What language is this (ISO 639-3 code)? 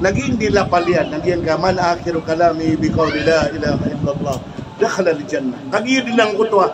mrw